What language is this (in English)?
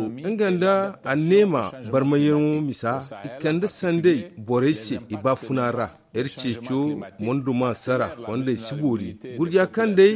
Zarma